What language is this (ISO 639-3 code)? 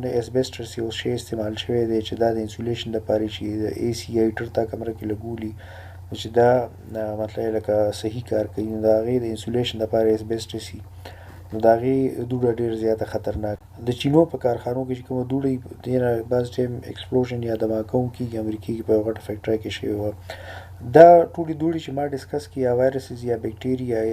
pus